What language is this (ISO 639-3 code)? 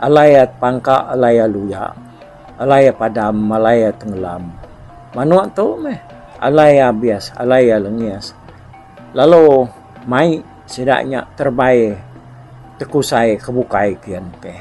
iba